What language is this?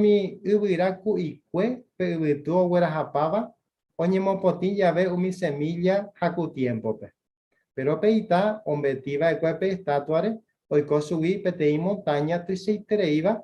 Guarani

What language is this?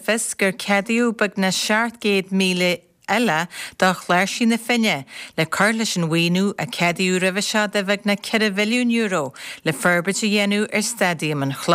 Irish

